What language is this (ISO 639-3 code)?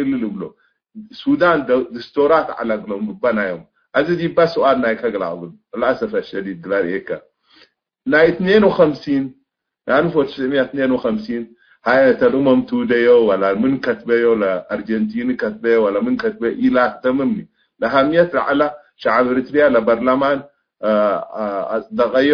tig